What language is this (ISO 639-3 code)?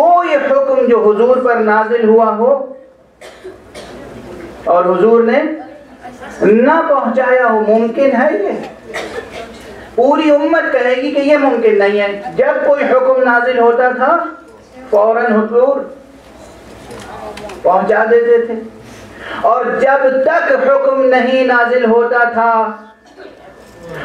urd